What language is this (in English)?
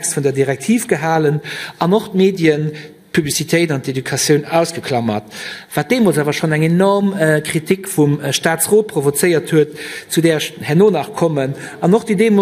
Luxembourgish